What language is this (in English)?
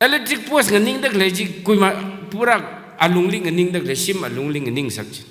Tangkhul Naga (India)